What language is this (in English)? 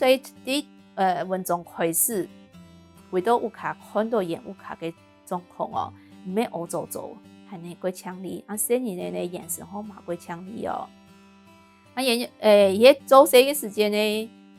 Hakka Chinese